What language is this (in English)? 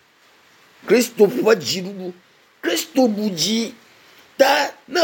Ewe